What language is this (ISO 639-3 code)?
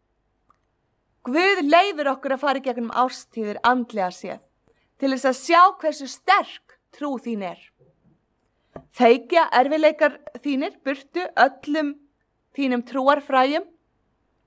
isl